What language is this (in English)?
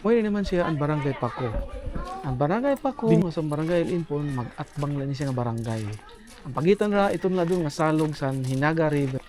Waray